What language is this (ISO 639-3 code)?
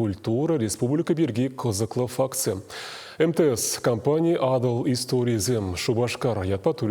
chv